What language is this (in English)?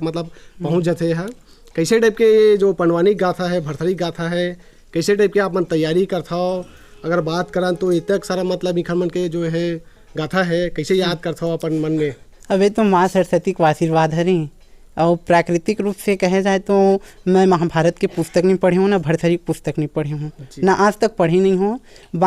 Chhattisgarhi